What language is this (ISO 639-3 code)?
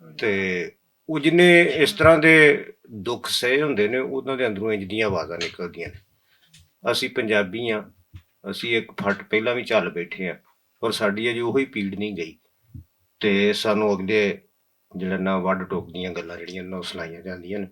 lah